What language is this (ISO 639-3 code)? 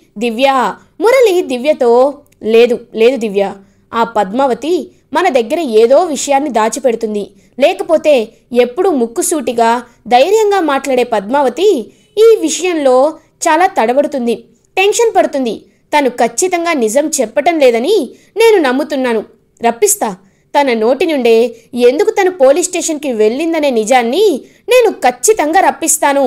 tel